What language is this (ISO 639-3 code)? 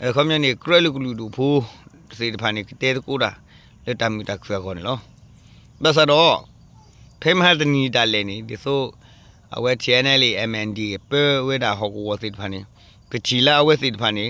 ksw